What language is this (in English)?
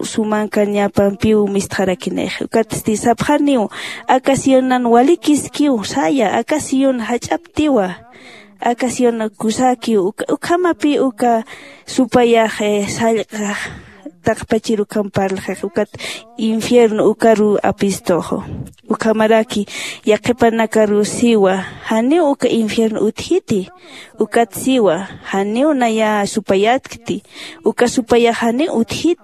Aymara